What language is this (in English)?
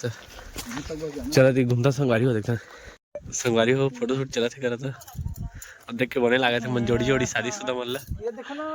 Chhattisgarhi